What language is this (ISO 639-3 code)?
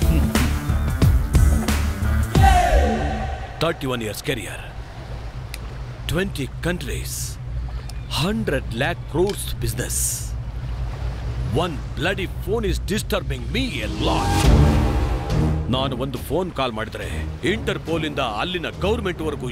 kan